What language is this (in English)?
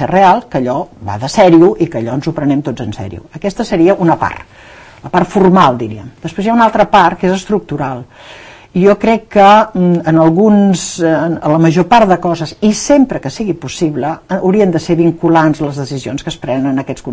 Catalan